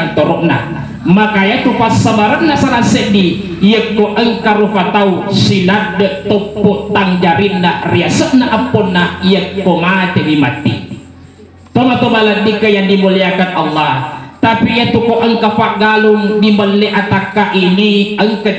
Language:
Buginese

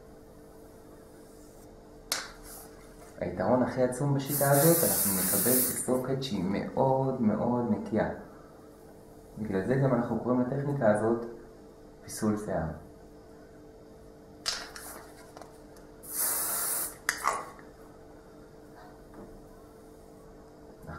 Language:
Hebrew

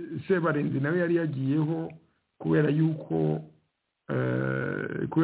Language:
Kinyarwanda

